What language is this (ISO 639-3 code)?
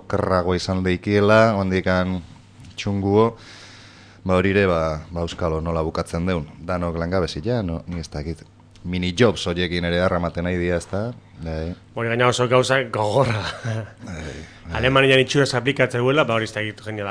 eus